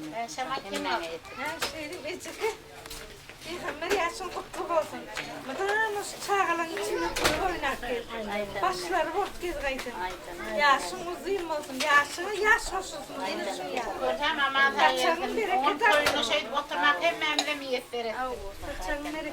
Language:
Turkmen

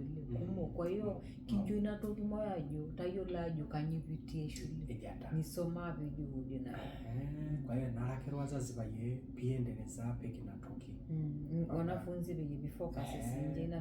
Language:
Masai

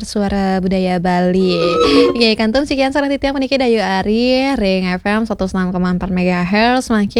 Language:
Balinese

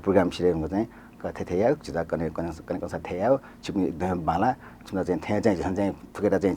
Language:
Newari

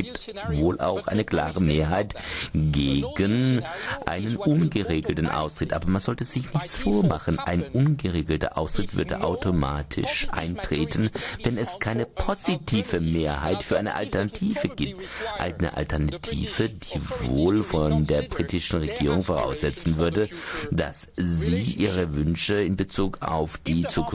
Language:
German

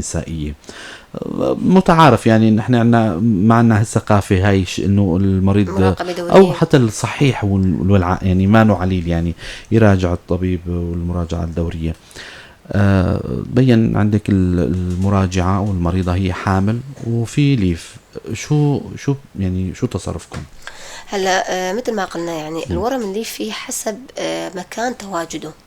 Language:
North Levantine Arabic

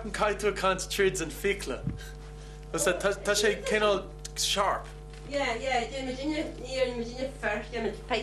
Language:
Irish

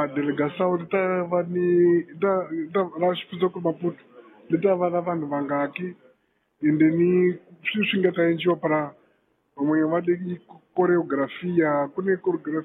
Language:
Tsonga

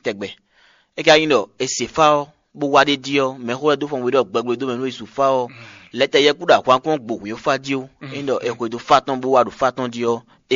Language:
Fon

